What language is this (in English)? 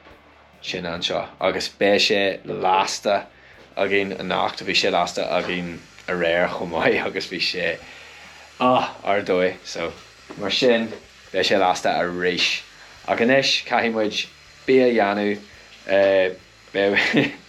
Irish